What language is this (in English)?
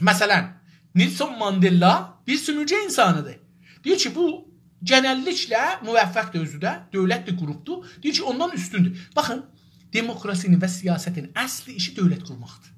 South Azerbaijani